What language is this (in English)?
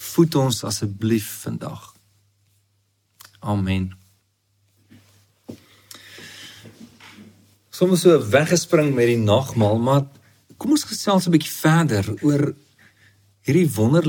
Afrikaans